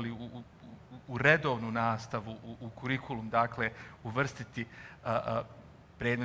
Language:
Bosnian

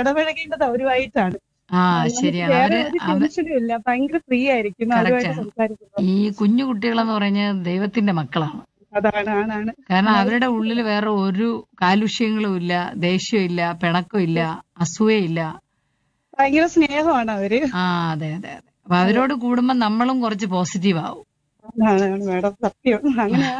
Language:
Malayalam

